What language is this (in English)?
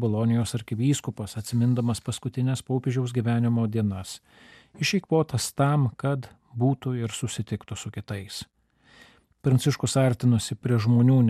Lithuanian